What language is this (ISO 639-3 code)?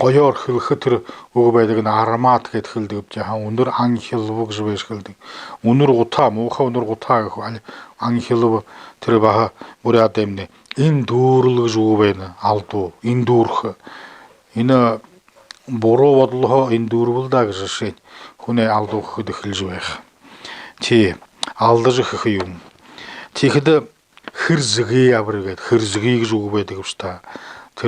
bua